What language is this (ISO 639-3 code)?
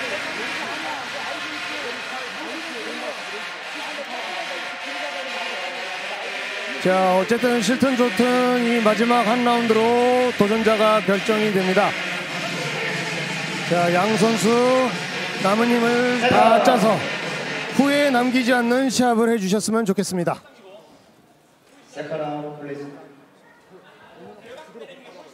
kor